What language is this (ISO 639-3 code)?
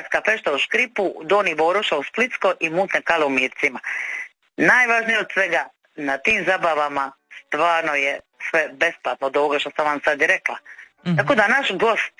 hrv